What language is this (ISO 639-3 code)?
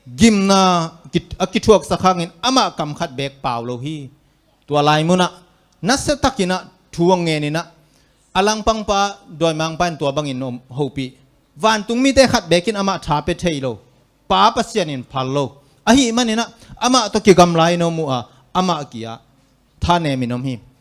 ctd